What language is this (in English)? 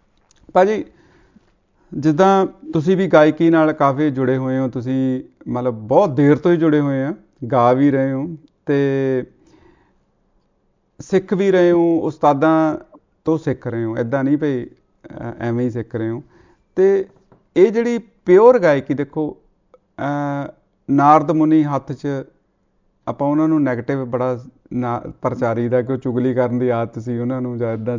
Punjabi